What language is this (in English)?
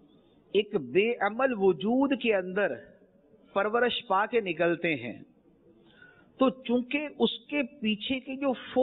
Urdu